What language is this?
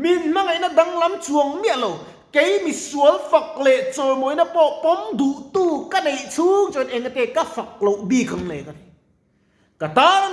Mizo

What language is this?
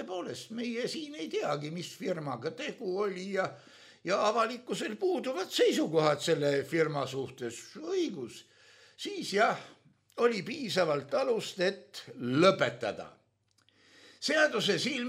Estonian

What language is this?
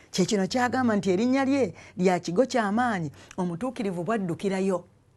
Ganda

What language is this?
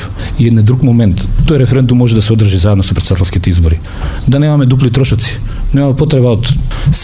Macedonian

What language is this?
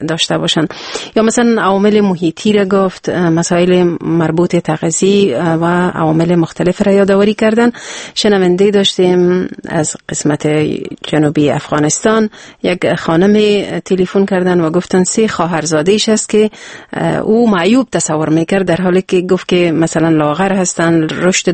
Persian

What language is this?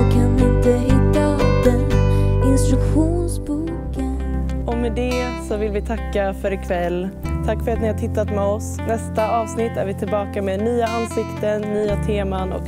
Swedish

